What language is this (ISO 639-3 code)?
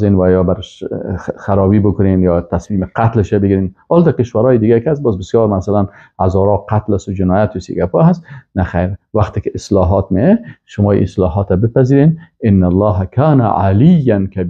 fas